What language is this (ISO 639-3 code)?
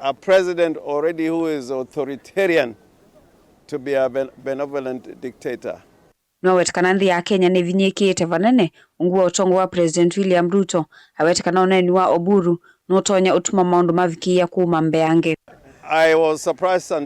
kam